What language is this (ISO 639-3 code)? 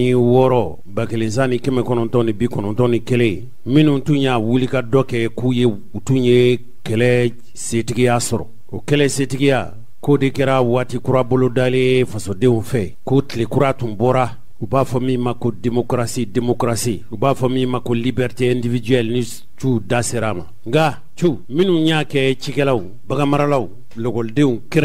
bam